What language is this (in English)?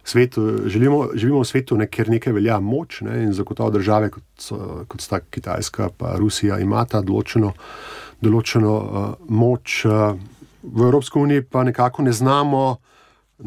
Slovenian